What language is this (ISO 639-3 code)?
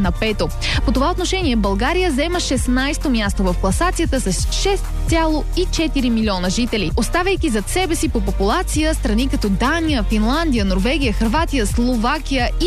bul